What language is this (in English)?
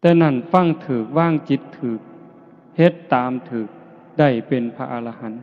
Northeastern Thai